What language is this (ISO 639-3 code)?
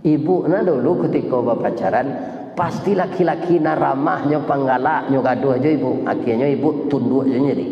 min